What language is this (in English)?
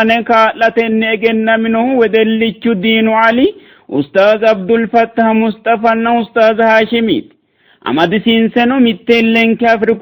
Sidamo